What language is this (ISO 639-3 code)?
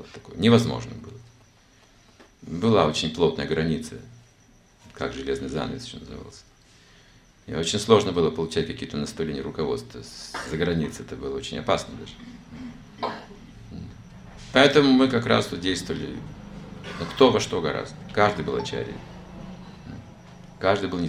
rus